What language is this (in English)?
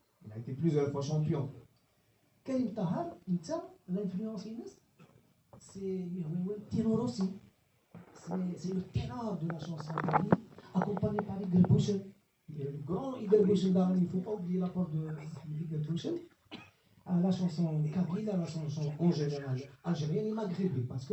Kabyle